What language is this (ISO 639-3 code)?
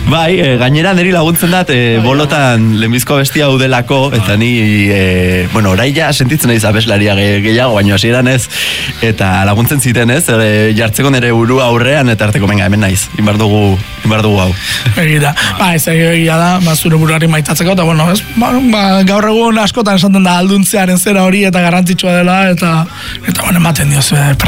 eus